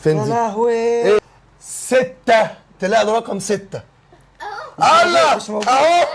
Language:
Egyptian Arabic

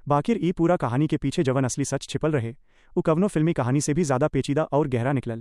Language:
Bhojpuri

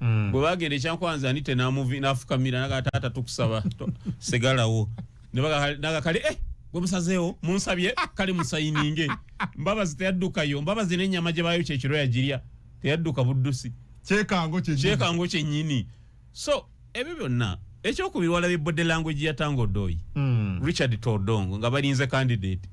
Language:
Ganda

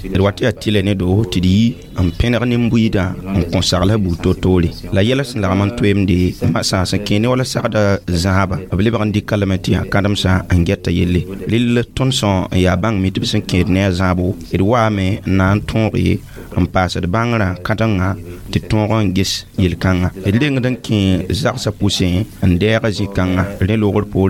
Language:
Mossi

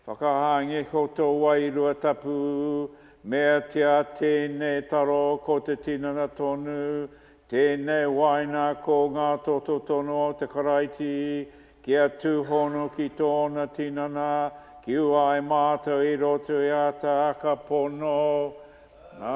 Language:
Māori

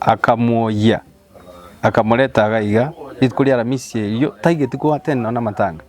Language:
Gusii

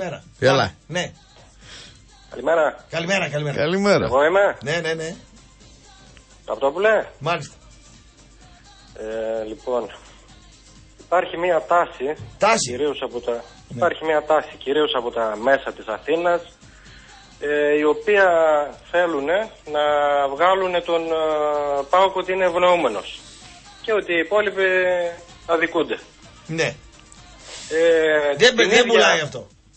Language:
Greek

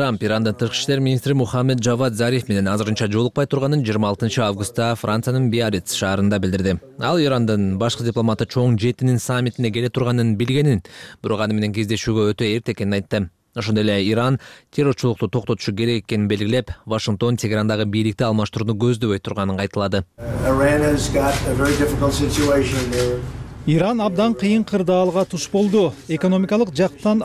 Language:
Kyrgyz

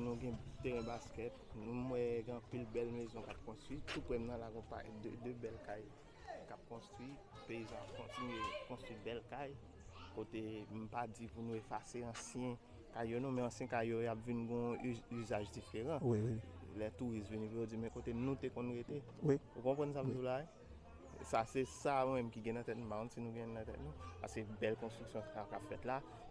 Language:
Haitian Creole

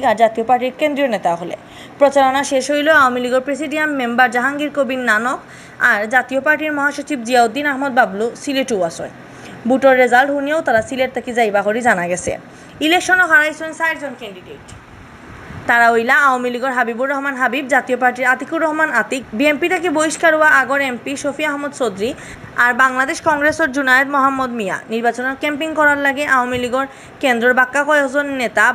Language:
Sylheti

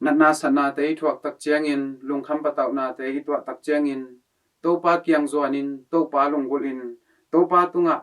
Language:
Tedim Chin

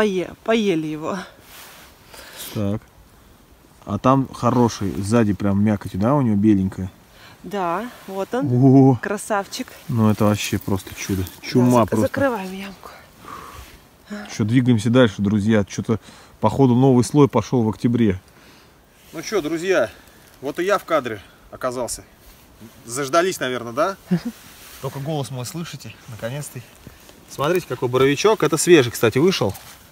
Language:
Russian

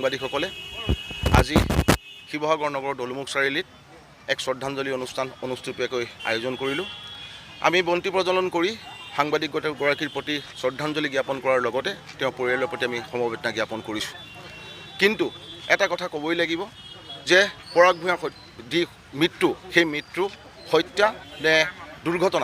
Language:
Assamese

